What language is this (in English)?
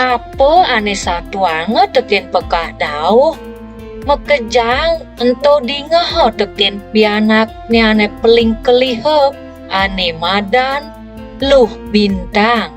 Balinese